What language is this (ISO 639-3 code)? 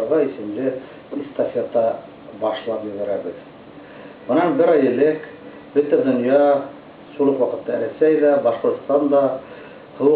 bak